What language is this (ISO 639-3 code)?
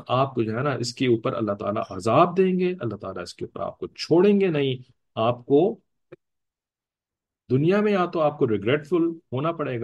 urd